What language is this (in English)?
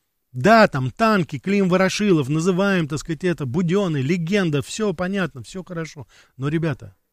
Russian